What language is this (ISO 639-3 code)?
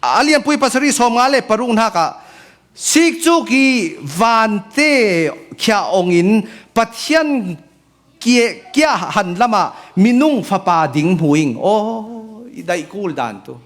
cfm